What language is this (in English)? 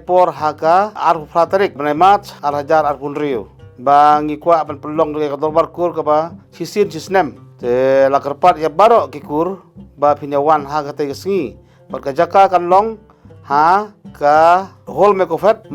Khasi